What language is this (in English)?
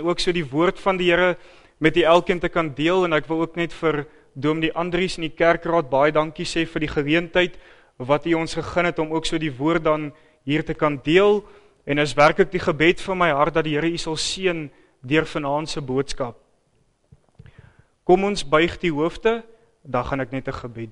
Afrikaans